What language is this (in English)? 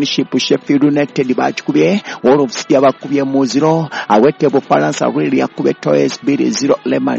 Ganda